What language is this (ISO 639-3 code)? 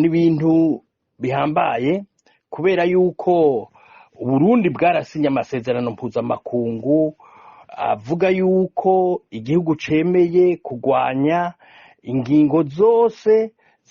run